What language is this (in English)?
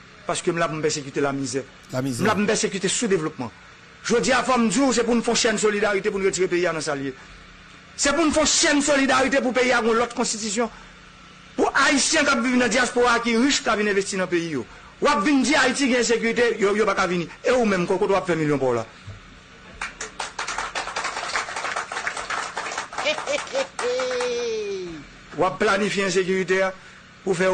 Haitian Creole